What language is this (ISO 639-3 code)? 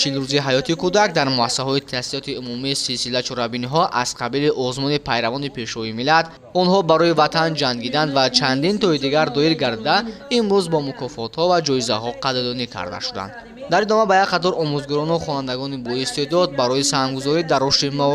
tgk